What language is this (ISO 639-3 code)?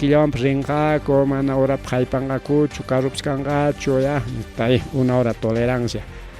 quy